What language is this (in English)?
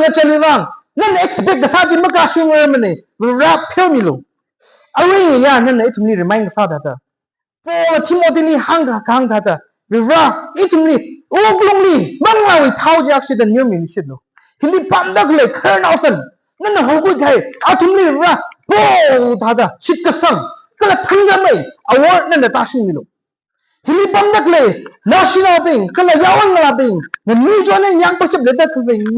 Tangkhul Naga (India)